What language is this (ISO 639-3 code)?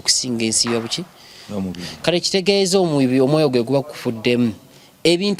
lug